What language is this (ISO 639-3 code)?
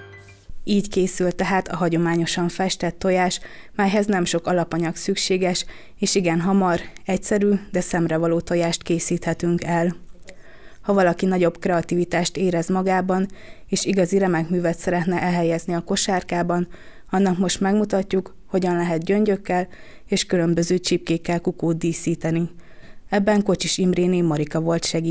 hun